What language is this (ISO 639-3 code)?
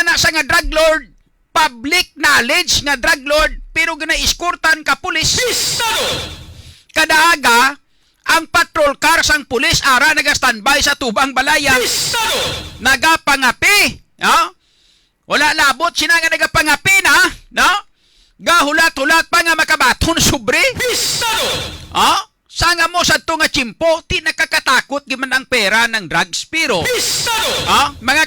hil